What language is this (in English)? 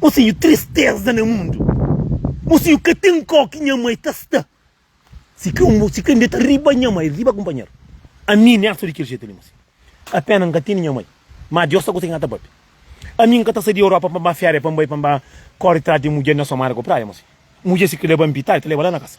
Kabuverdianu